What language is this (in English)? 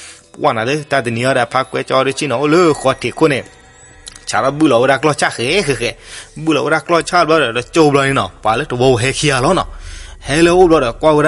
S'gaw Karen